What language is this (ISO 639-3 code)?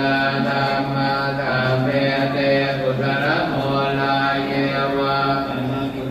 pli